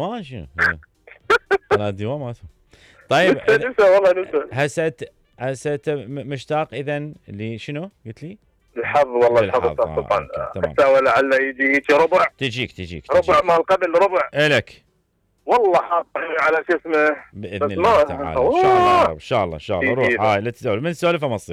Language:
Mesopotamian Arabic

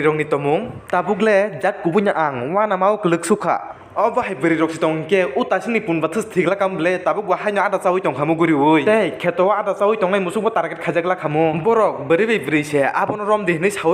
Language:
Kok Borok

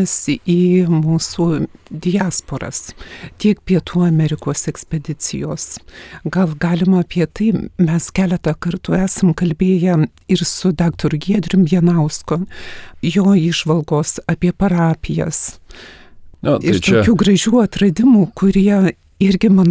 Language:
Lithuanian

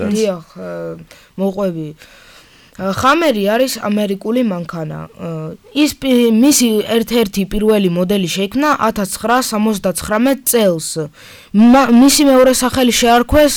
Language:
Georgian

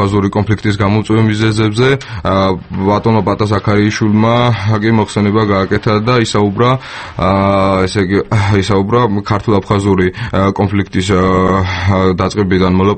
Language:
Georgian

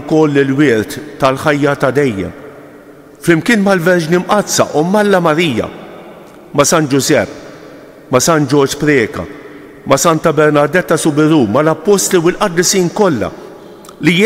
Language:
Maltese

